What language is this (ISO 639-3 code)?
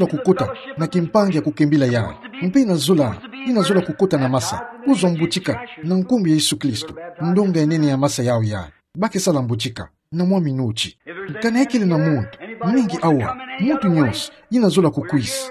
ktu